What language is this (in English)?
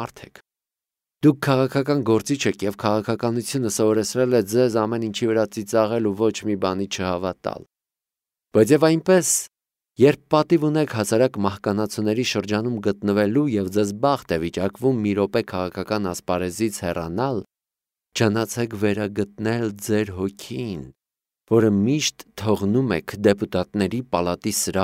Armenian